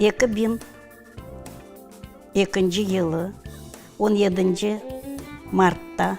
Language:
Crimean Tatar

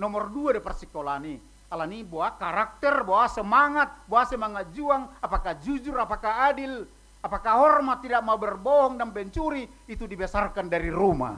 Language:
Batak Toba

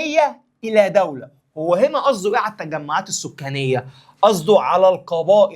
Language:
Egyptian Arabic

